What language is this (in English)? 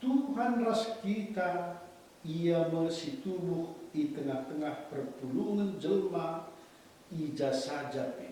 Batak Karo